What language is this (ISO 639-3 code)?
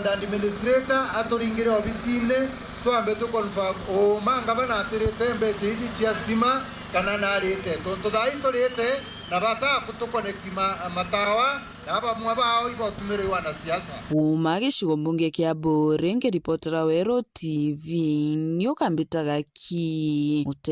mer